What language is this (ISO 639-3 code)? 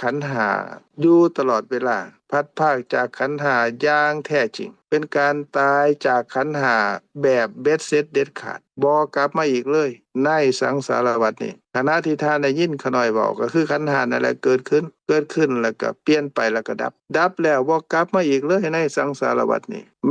lao